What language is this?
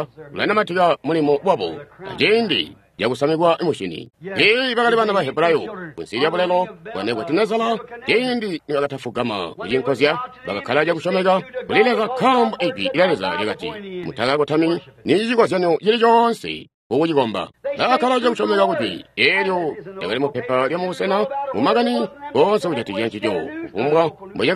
Tonga (Zambia)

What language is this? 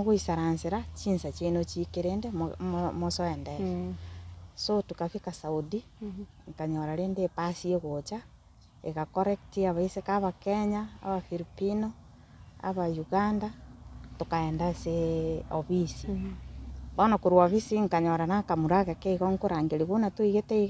Gusii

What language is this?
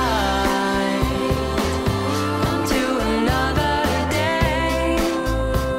Greek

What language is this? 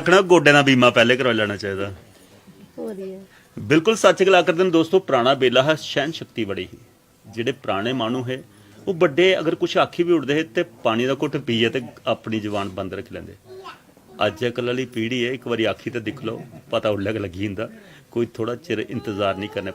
Dogri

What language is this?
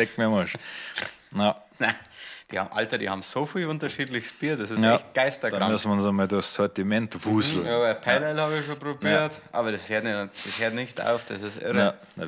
Bavarian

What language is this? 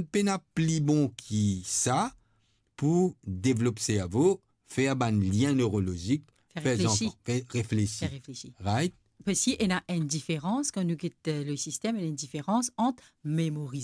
Morisyen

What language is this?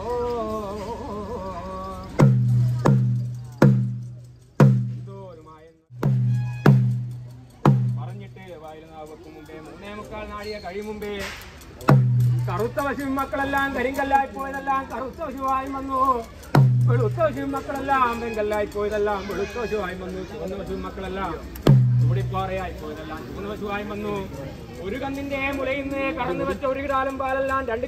Malayalam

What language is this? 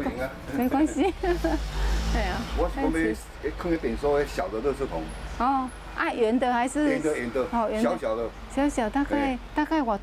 Chinese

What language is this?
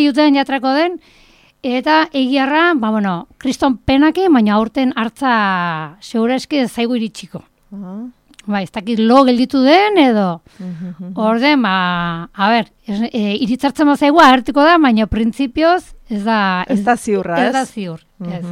Basque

